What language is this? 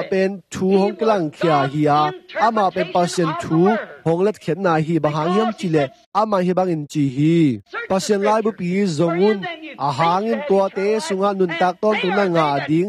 Tedim Chin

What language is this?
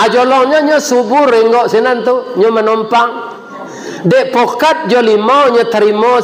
Minangkabau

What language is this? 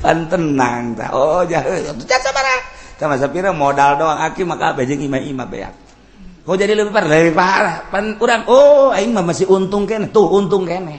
Sundanese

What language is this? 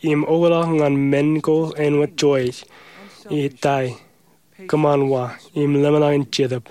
Marshallese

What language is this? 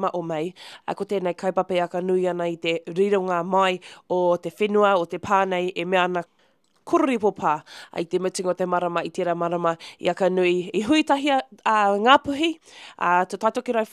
Māori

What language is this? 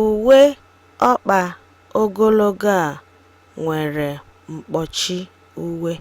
Igbo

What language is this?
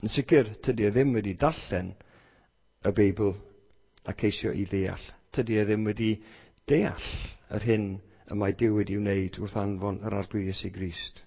Welsh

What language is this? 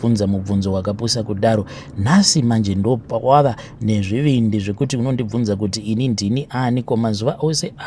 Shona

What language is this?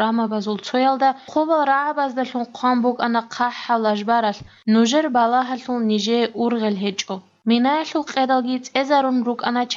Avaric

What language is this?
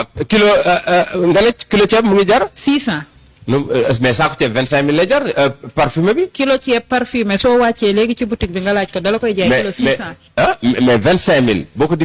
Wolof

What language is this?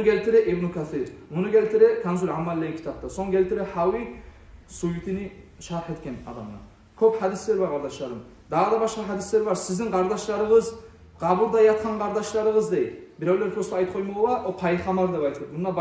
Kumyk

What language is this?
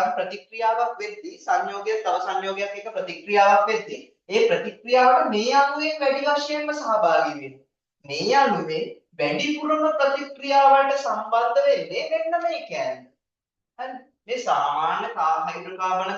Sinhala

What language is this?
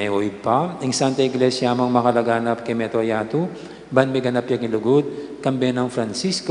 Pampanga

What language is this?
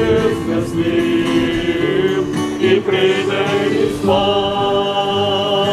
Ukrainian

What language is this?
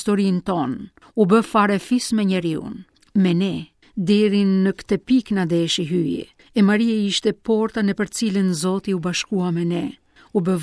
Albanian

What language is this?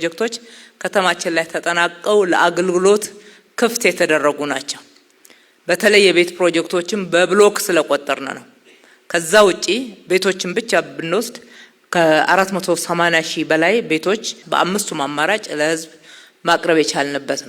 Amharic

